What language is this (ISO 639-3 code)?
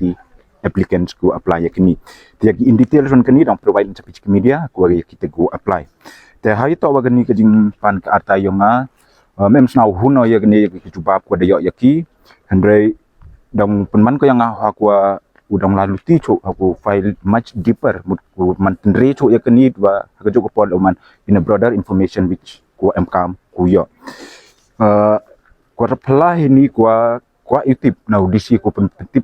pbv